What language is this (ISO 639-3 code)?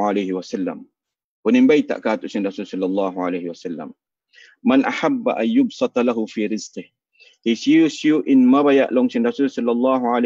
tsg